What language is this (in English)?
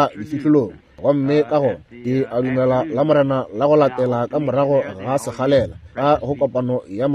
Northern Sotho